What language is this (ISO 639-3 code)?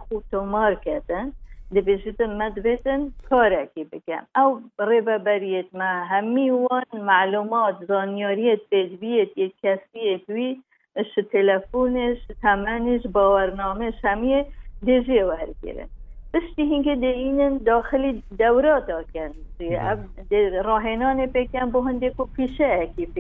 kur